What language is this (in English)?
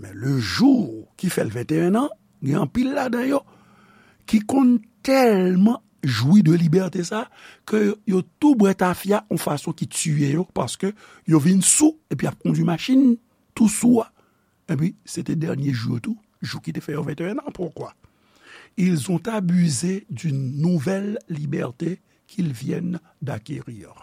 Haitian Creole